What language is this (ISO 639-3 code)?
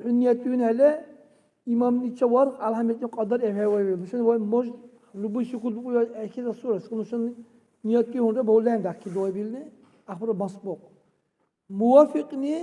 dar